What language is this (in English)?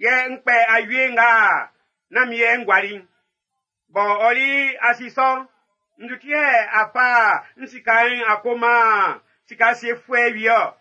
Baoulé